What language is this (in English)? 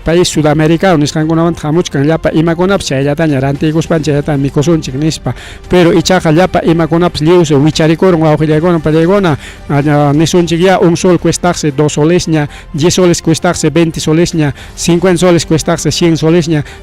Ayacucho Quechua